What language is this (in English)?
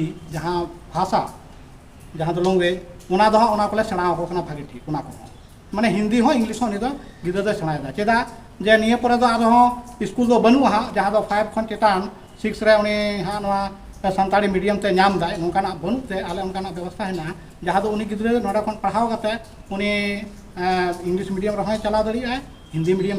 Santali